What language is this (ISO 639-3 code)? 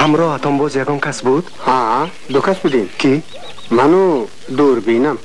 tgk